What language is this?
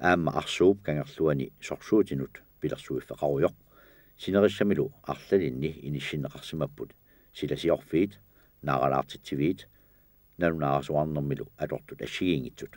Kalaallisut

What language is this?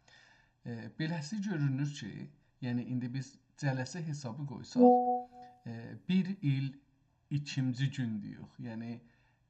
South Azerbaijani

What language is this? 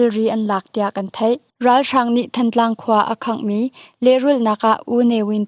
Hakha Chin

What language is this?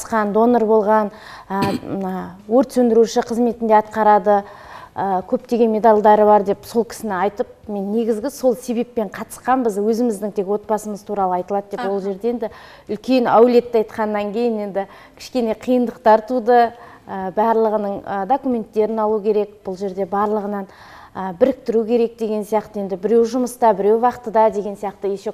Kazakh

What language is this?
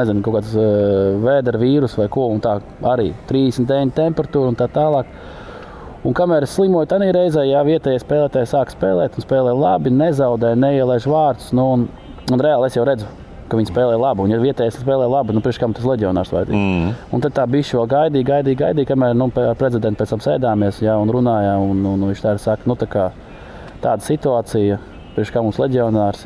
Latvian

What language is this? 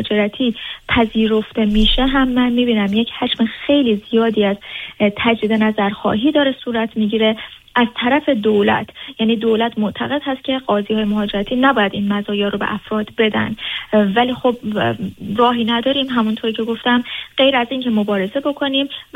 Persian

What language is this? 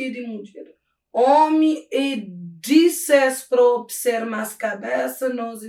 Kabuverdianu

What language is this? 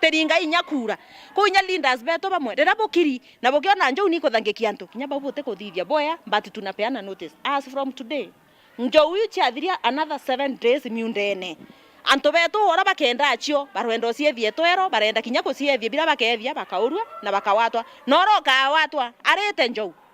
Meru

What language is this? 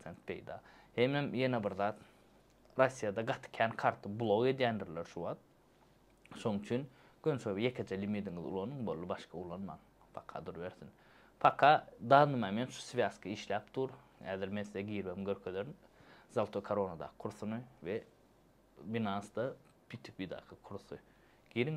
Turkmen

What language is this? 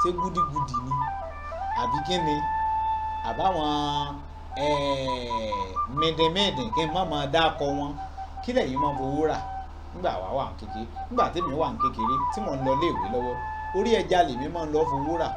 Yoruba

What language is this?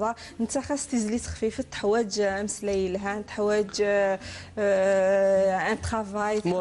Kabyle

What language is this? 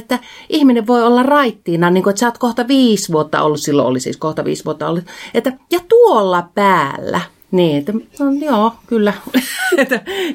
Finnish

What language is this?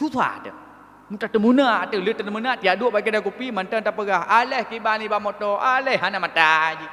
Achinese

